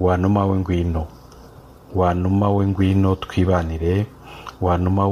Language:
Kinyarwanda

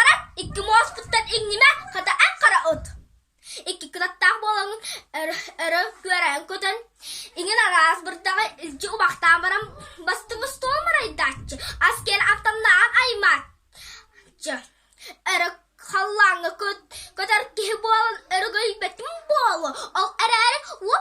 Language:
Yakut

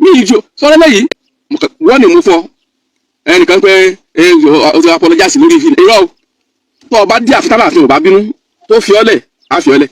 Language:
Yoruba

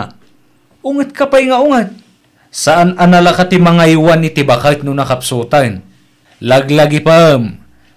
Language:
Iloko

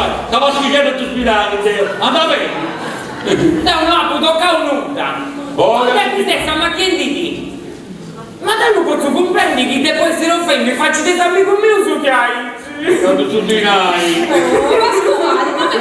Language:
Sardinian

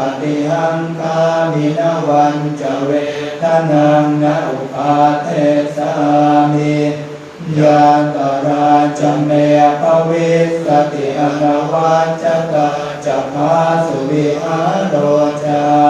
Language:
Pali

